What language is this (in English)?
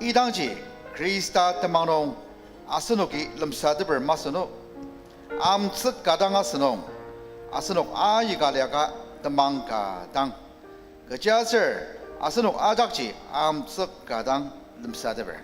Ao Naga